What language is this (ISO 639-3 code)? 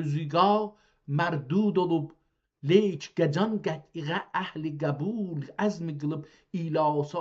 azb